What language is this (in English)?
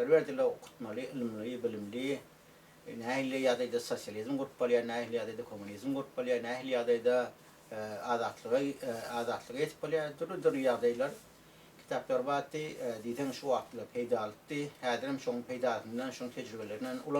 Turkmen